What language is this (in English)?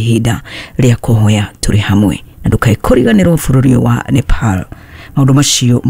Kikuyu